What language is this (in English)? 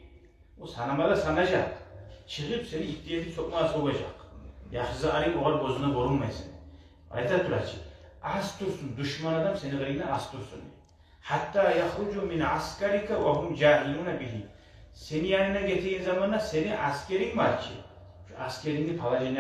Kumyk